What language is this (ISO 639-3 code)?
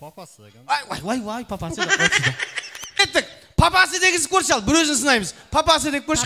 kaa